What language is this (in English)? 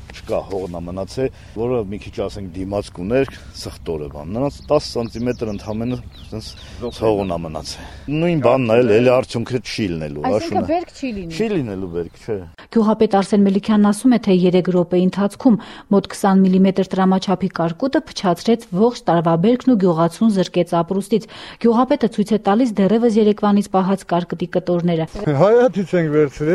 Armenian